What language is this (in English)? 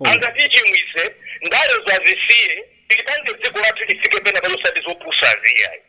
Nyanja